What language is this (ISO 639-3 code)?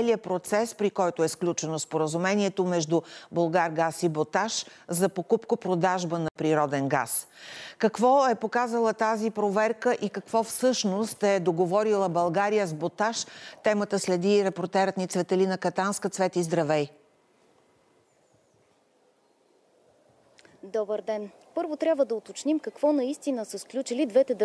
bul